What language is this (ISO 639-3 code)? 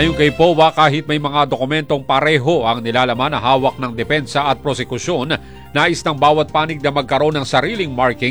fil